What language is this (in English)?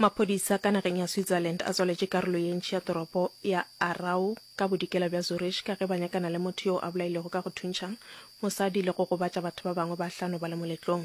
Northern Sotho